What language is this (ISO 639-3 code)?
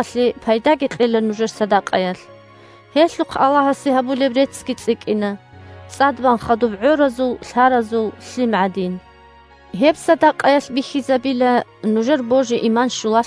ava